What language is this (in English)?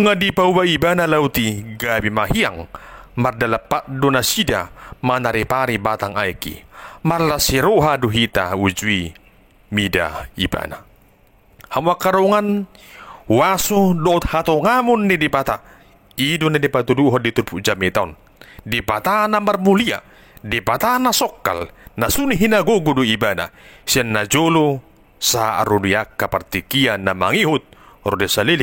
Batak Toba